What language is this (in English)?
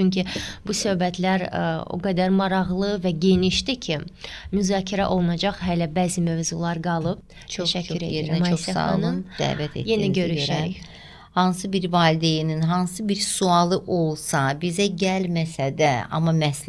Azerbaijani